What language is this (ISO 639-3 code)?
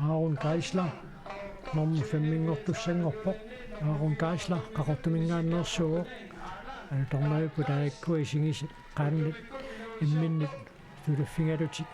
kal